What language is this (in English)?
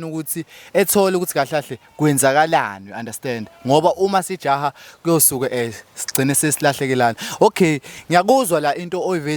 Zulu